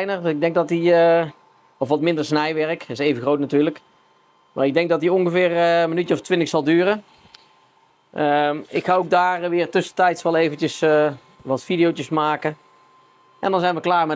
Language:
Dutch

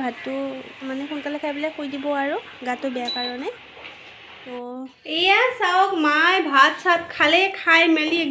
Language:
Assamese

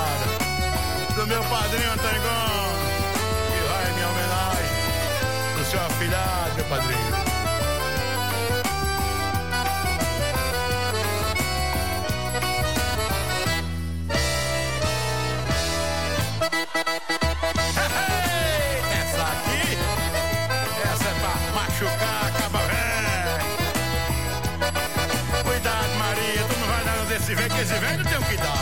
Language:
Portuguese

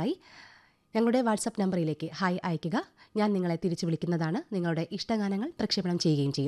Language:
Malayalam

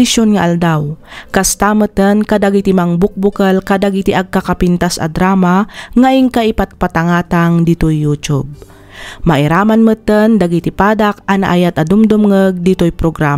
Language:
Iloko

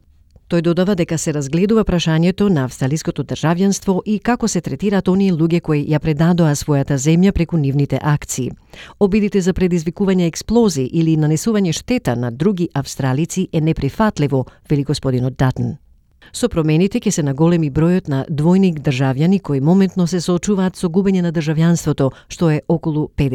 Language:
Macedonian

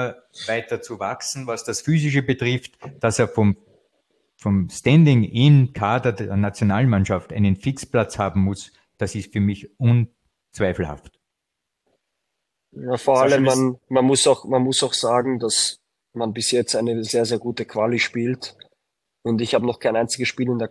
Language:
German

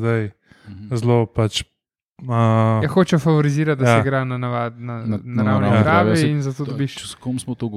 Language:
Slovenian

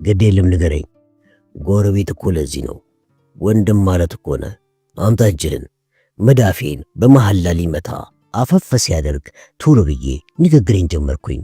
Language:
Amharic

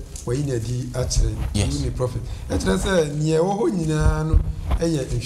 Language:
Akan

